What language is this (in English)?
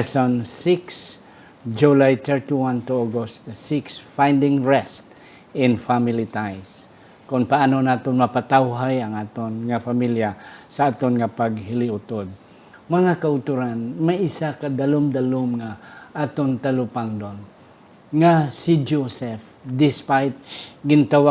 Hiligaynon